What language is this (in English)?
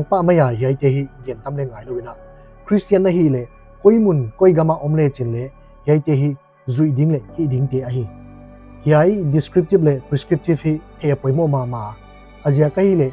Paite Chin